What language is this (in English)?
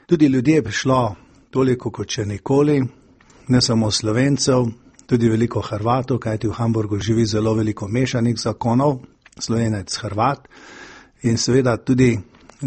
Slovenian